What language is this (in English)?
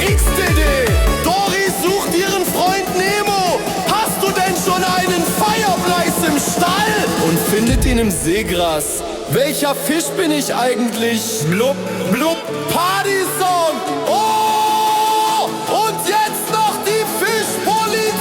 Swiss German